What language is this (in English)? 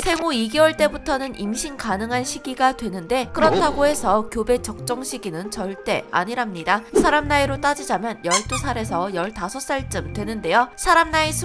Korean